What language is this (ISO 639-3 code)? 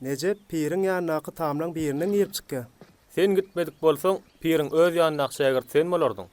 tuk